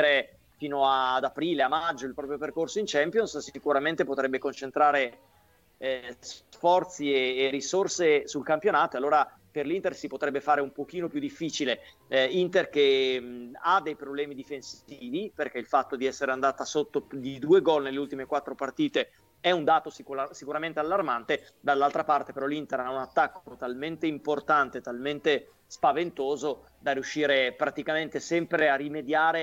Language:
Italian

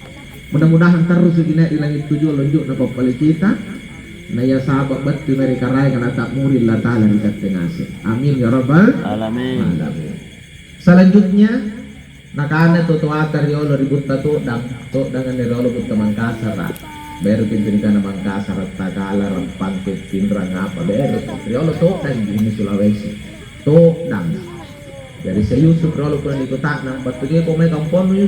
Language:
Makasar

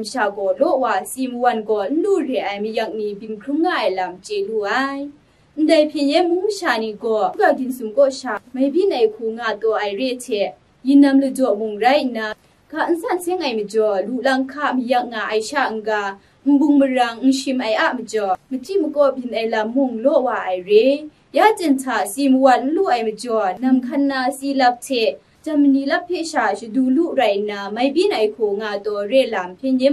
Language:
Kachin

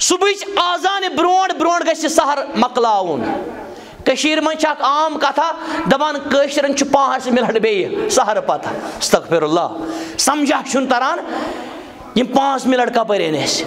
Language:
Kashmiri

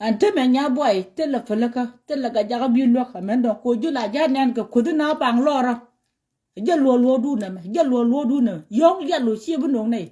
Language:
Nuer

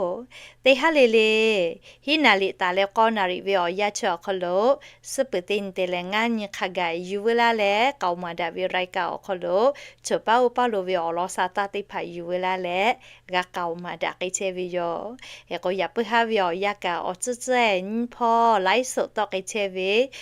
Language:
Lahu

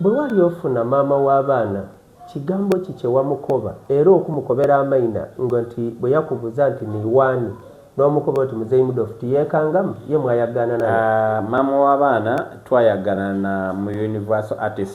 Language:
Soga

